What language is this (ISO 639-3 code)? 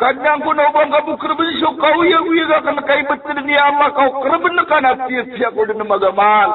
mrw